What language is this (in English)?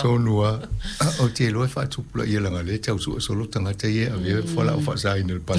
Samoan